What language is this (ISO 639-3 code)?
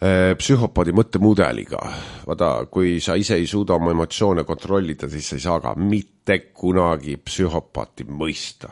est